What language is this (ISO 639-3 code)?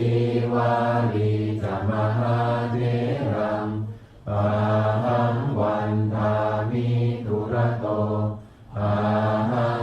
pli